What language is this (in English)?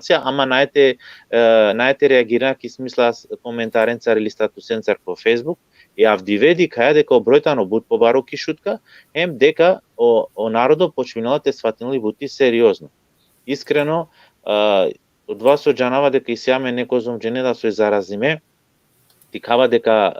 Balkan Romani